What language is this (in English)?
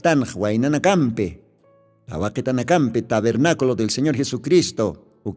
Aymara